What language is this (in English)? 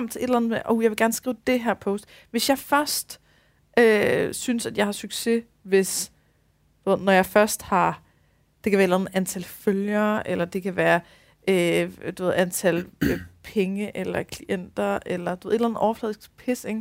Danish